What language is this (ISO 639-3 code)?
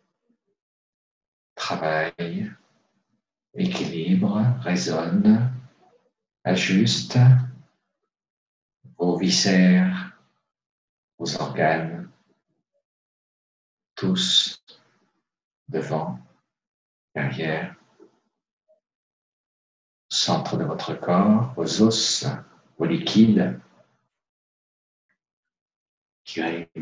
fra